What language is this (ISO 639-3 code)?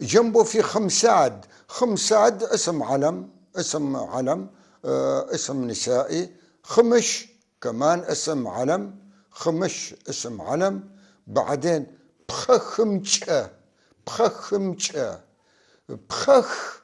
apc